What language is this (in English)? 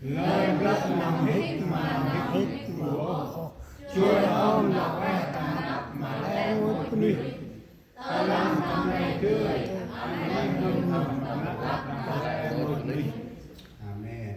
Central Mnong